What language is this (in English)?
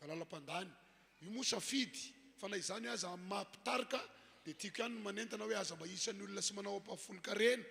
Malagasy